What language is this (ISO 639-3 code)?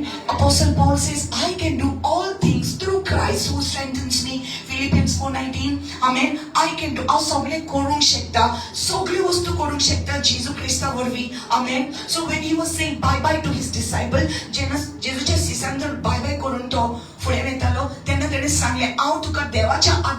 kok